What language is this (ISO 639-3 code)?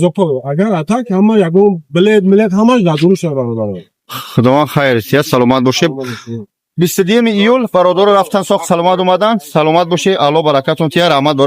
tgk